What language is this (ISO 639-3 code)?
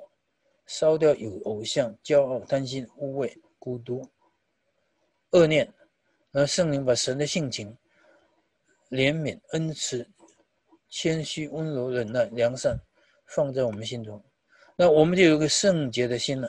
zho